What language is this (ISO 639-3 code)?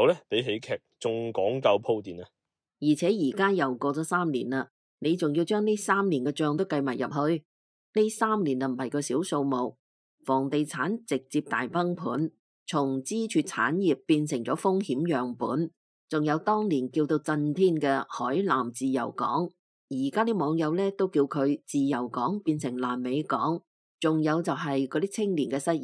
yue